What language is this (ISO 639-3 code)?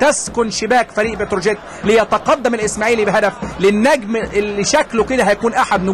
arz